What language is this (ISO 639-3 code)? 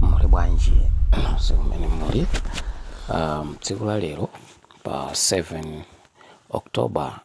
nya